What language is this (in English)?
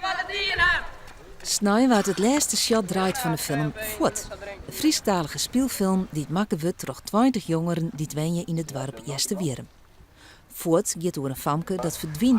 Western Frisian